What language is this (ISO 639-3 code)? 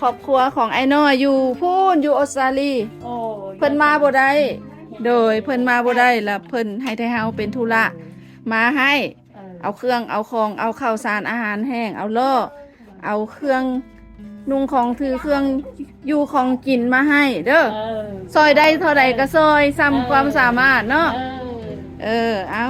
lao